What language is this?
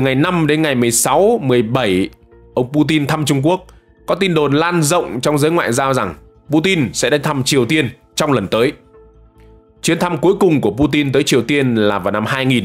Vietnamese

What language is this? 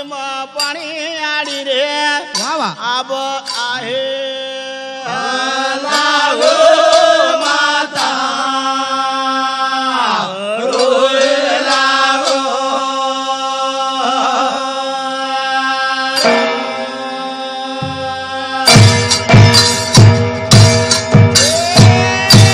Lambadi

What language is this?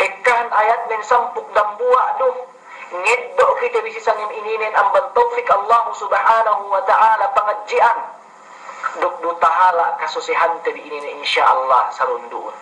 Yakan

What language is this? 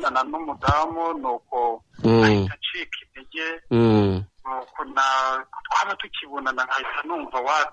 Kinyarwanda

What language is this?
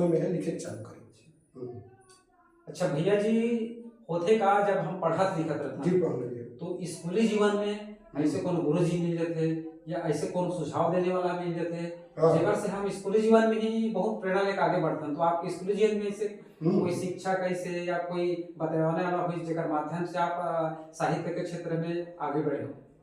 Chhattisgarhi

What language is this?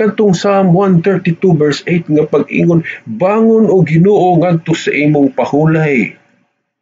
Cebuano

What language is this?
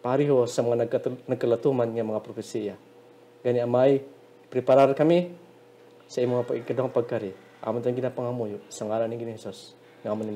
Hiligaynon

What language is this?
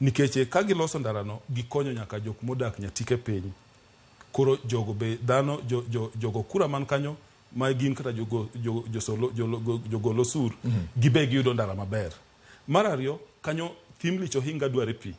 Luo (Kenya and Tanzania)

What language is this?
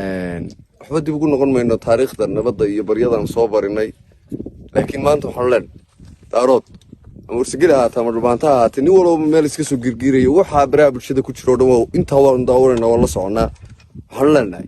Somali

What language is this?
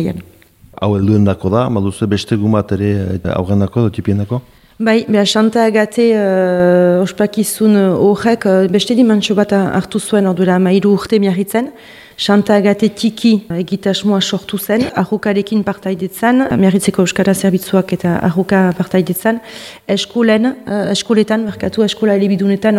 Basque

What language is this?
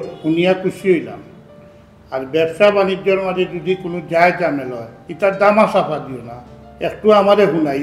Sylheti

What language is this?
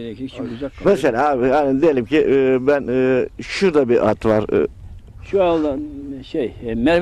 Turkish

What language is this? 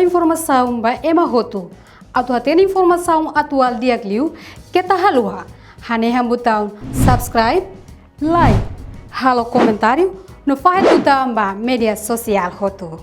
Tetum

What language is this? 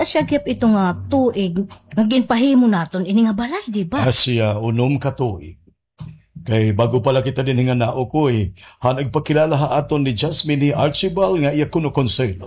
Waray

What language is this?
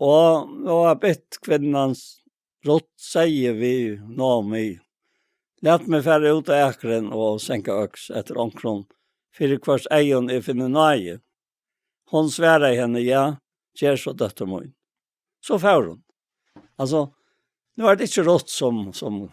Faroese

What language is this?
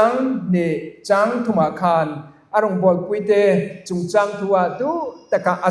Mizo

